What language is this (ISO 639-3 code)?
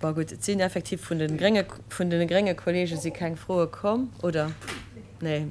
ltz